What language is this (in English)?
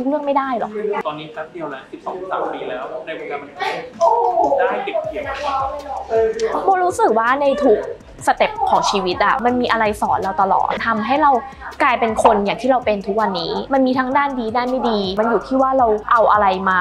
Thai